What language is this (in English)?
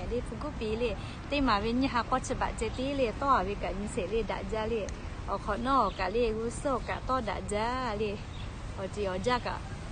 Lahu